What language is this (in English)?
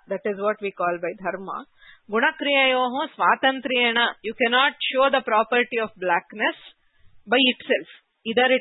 Sanskrit